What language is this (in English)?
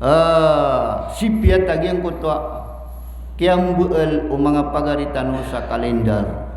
Maranao